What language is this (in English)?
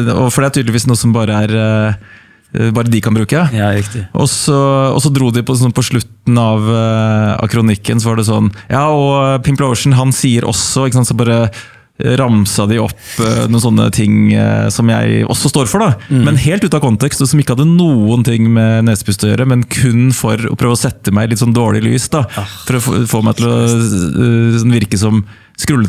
Norwegian